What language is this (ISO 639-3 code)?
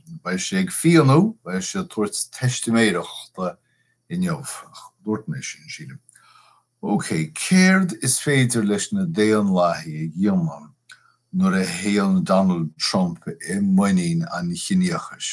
gle